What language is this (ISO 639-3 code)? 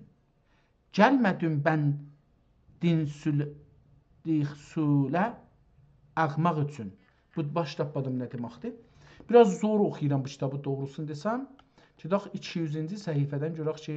azb